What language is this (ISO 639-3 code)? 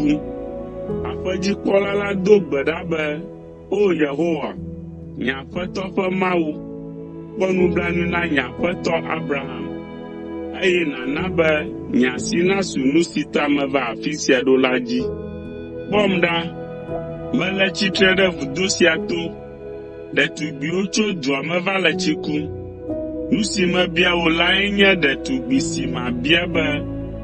ewe